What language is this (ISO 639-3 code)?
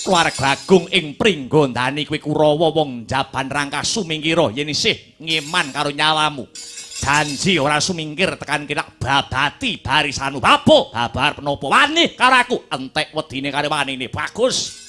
jav